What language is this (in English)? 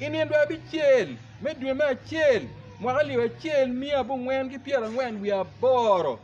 Acoli